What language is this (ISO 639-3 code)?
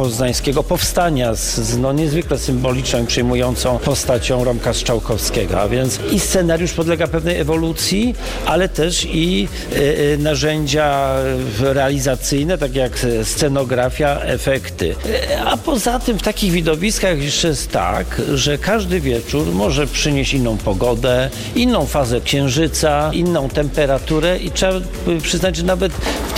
pol